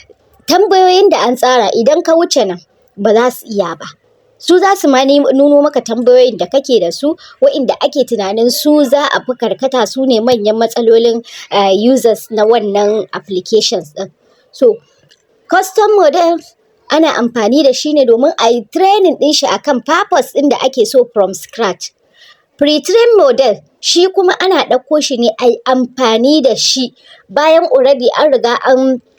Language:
Hausa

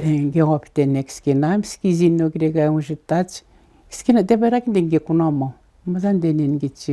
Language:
Atikamekw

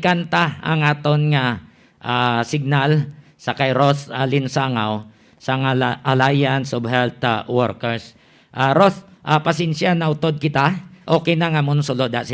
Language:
Hiligaynon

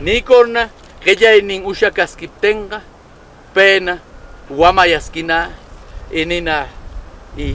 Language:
Southern Conchucos Ancash Quechua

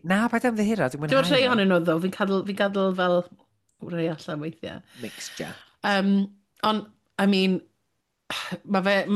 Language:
Welsh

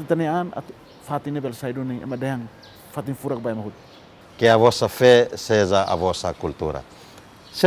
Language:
Tetum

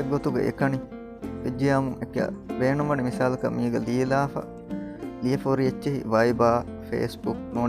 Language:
Divehi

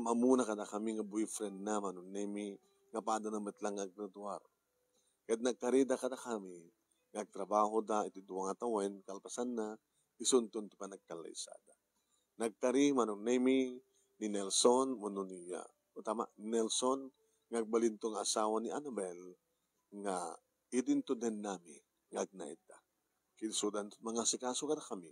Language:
Iloko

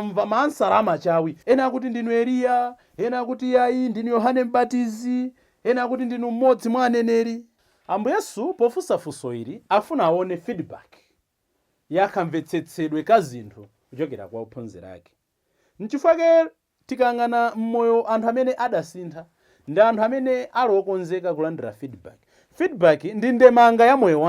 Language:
Nyanja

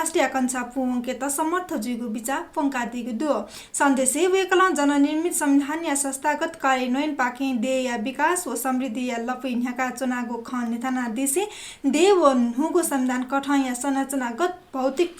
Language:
Newari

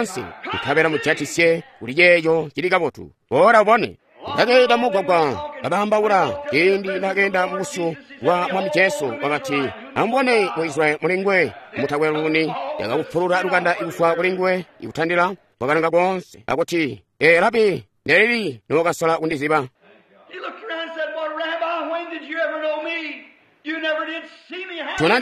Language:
Tonga (Zambia)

